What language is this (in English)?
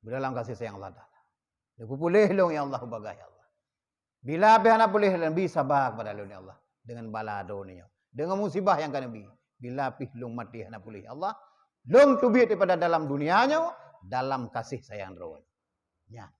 Achinese